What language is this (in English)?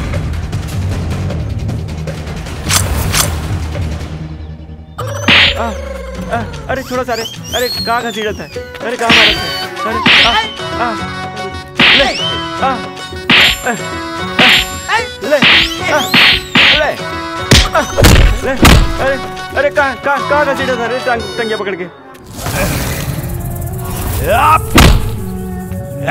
Bhojpuri